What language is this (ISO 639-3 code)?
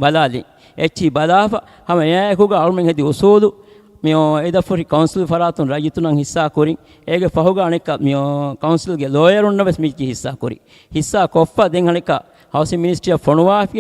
div